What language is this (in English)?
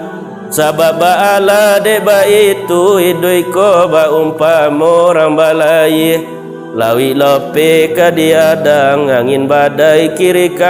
Minangkabau